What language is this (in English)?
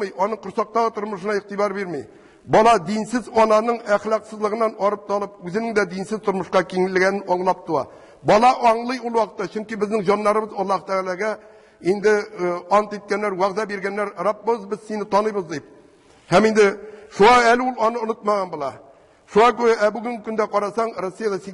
Tatar